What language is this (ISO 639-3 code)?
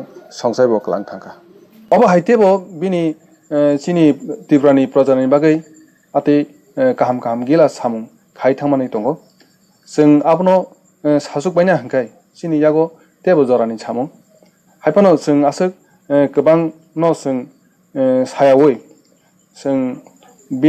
trp